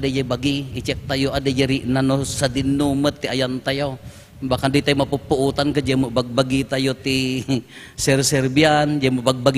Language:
Iloko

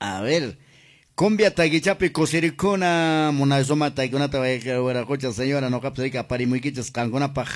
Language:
Quechua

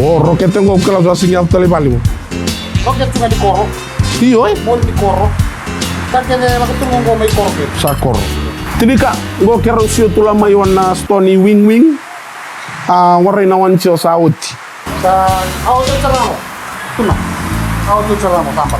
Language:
Fijian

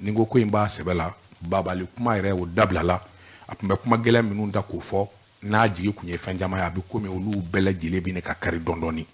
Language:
Bambara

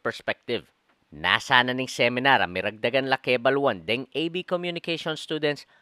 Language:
Pampanga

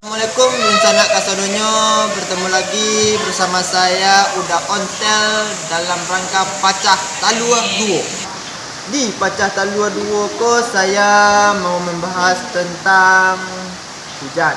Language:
Minangkabau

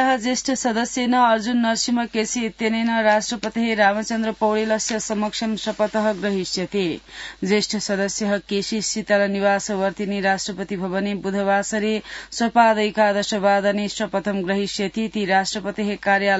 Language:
Sanskrit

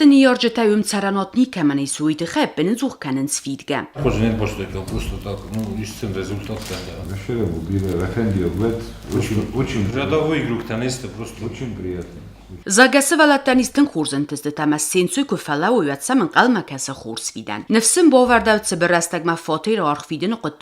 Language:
Ossetic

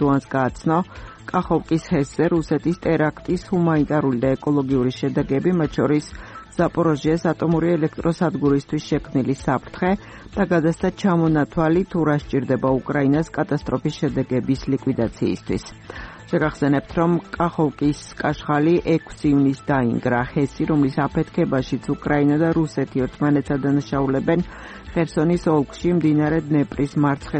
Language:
Georgian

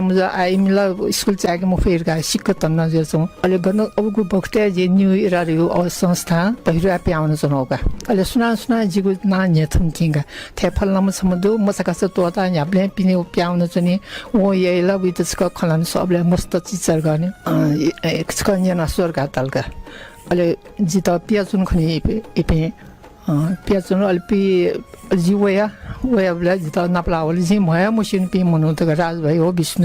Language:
Newari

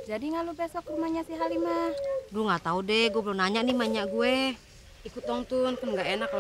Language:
Betawi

